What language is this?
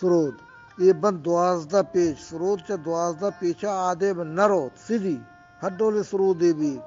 Eastern Balochi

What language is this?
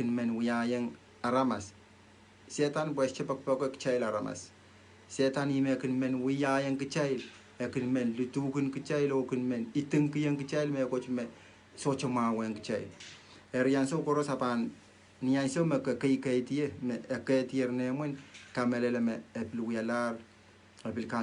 Pohnpeian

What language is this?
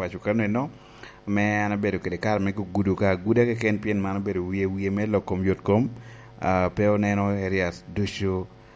Lango (Uganda)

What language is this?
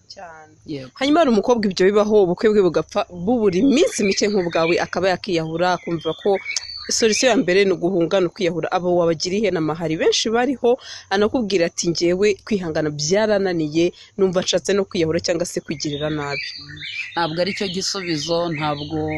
Kinyarwanda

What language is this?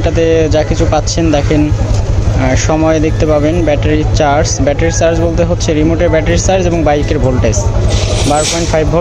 Bangla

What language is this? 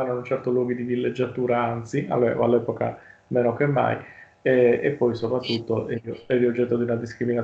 Italian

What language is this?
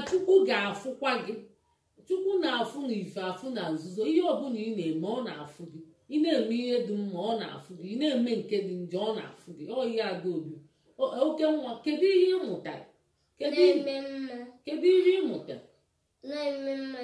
Igbo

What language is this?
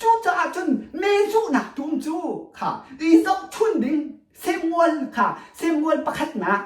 Hakha Chin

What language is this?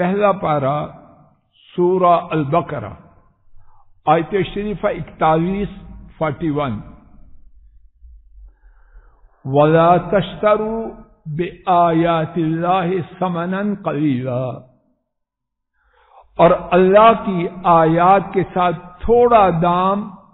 Urdu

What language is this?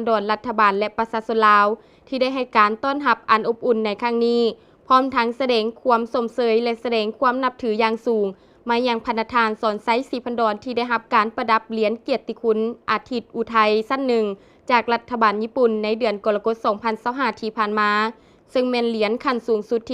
Lao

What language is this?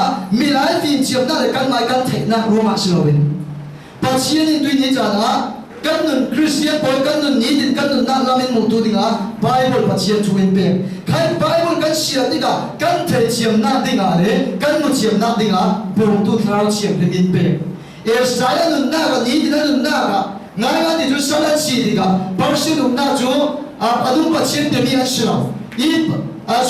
Falam Chin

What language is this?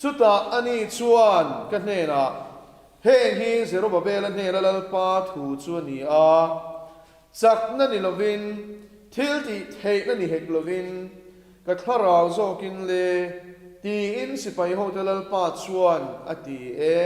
Mizo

